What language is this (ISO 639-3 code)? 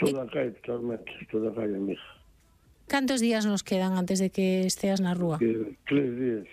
glg